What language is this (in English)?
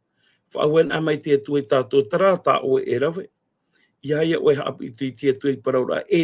Tahitian